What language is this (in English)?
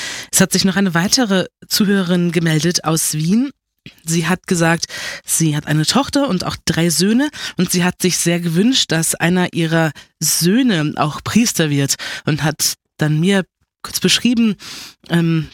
German